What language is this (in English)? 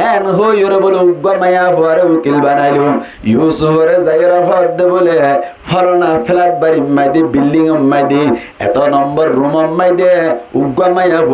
Rohingya